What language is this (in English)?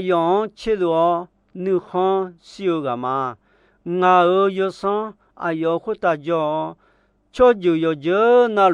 Akha